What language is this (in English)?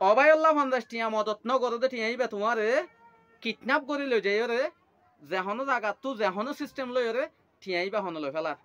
Rohingya